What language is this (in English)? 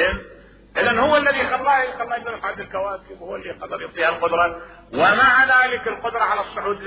Mesopotamian Arabic